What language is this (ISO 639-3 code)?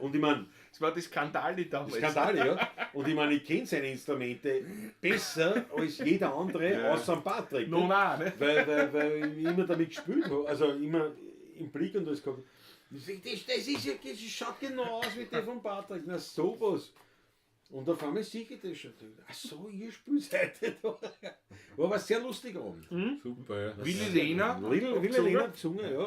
bar